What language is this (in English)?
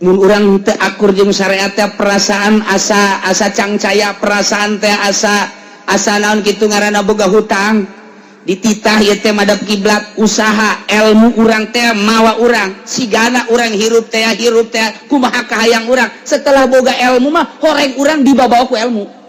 Sundanese